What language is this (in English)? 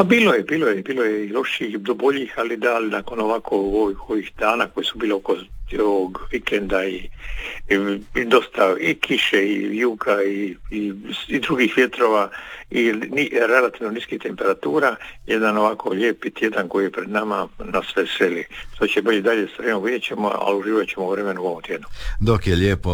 Croatian